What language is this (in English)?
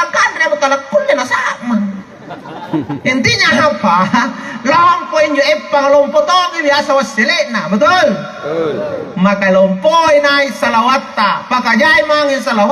Makasar